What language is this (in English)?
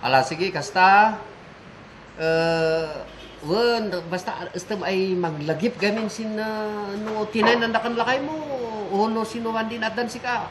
Kankanaey